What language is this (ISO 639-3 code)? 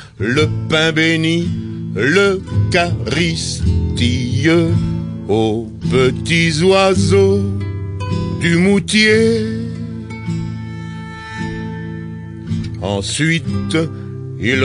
fra